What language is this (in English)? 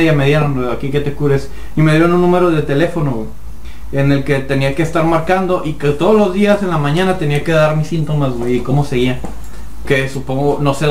Spanish